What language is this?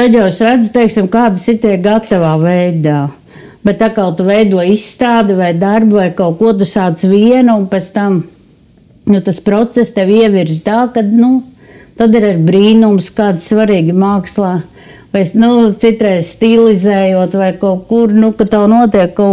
Latvian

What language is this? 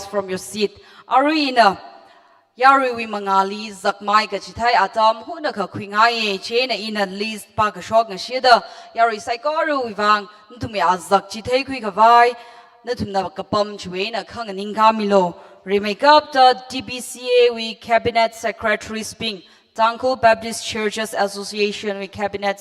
Tangkhul Naga (India)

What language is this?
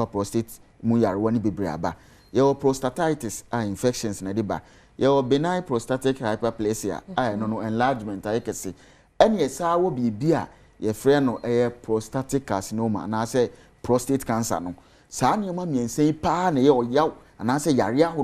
Akan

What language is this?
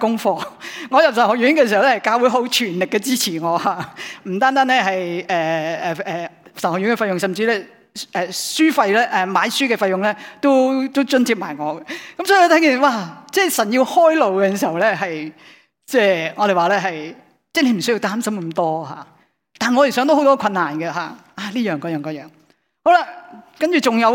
Cantonese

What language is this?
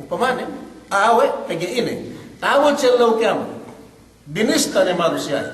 Yakan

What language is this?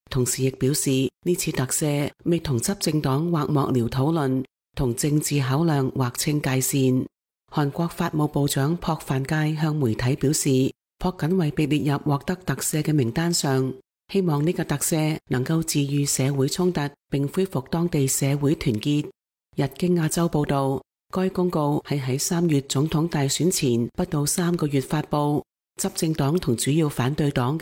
Cantonese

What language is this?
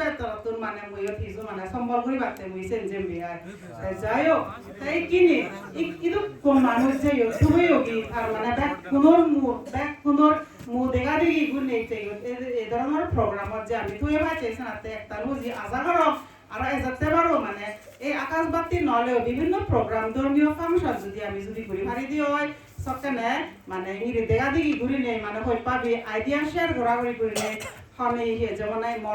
Chakma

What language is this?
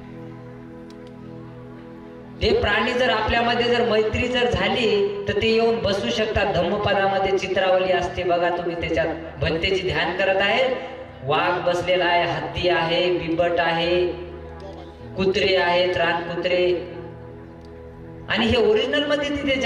Marathi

